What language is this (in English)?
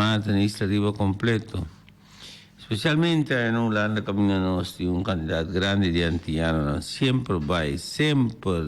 Papiamento